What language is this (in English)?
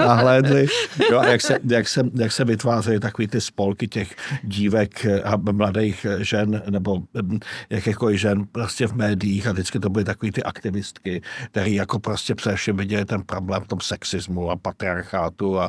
Czech